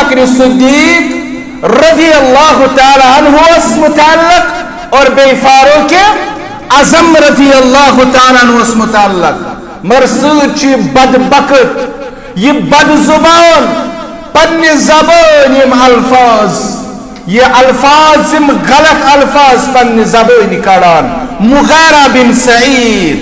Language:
Kashmiri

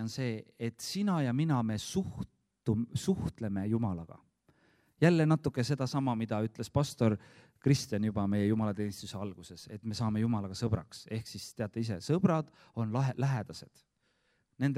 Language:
Estonian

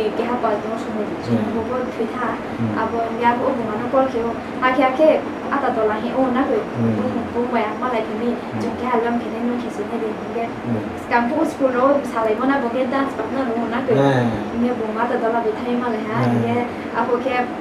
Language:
Riang (India)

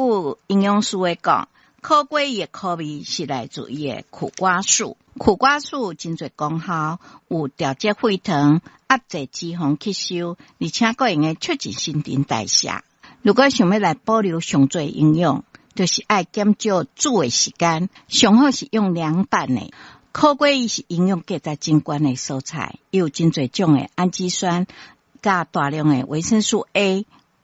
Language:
Min Nan Chinese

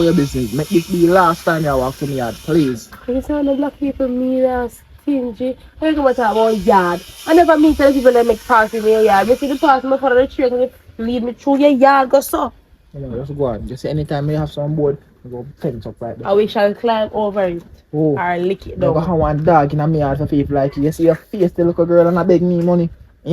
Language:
Jamaican Creole English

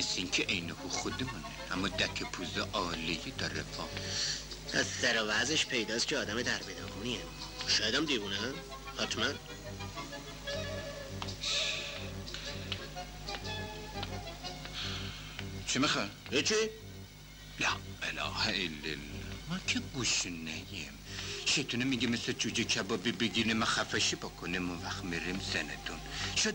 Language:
Persian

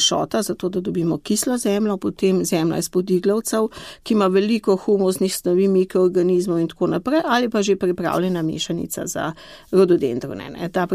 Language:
Slovenian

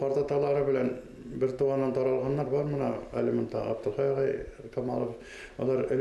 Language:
Bashkir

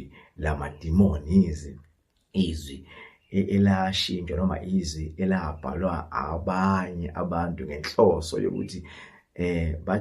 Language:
Zulu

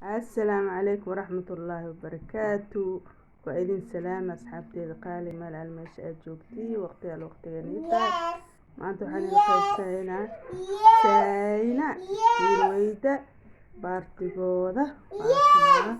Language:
Somali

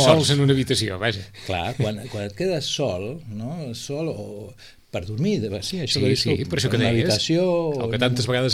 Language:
Catalan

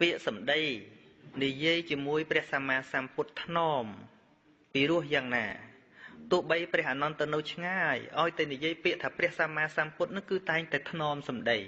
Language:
Khmer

